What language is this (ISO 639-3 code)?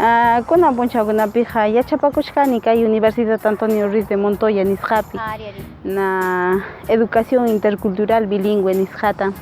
que